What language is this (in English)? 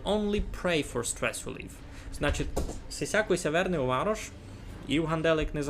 Rusyn